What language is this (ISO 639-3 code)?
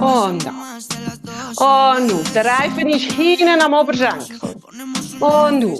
gsw